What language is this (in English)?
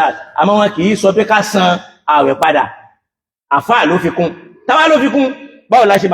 Yoruba